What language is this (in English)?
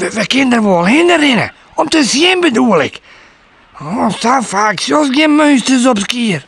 Western Frisian